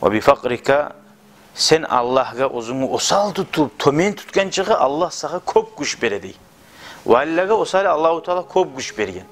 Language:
Kumyk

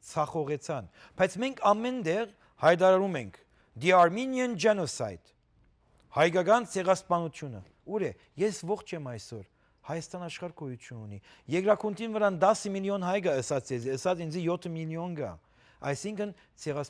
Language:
Western Armenian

